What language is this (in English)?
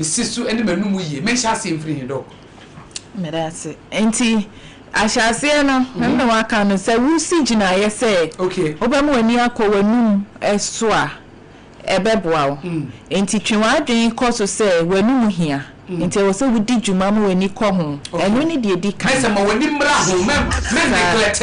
Akan